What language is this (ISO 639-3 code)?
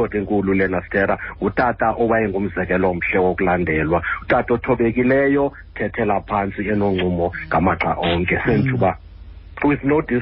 xho